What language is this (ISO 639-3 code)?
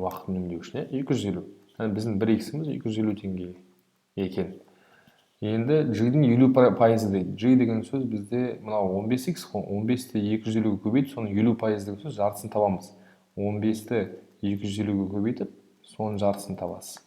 kaz